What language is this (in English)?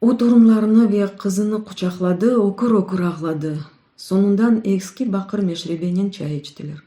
Crimean Tatar